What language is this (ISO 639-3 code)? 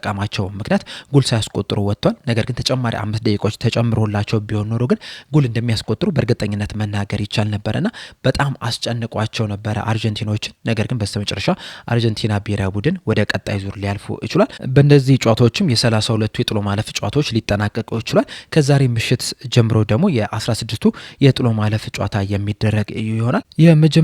amh